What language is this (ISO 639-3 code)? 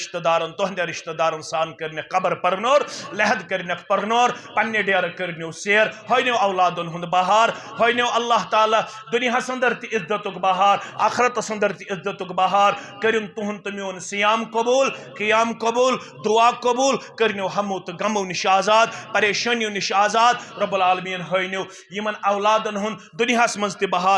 kas